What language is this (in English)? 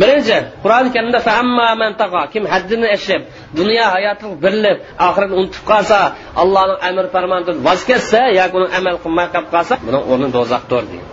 Uyghur